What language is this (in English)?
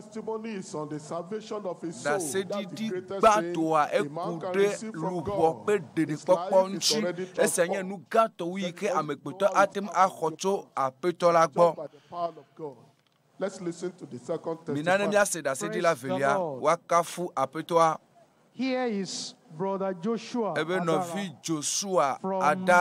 Ewe